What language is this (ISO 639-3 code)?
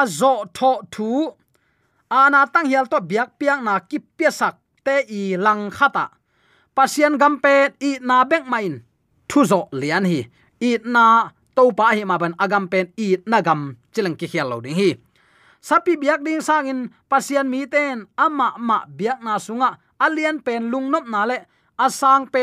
ctd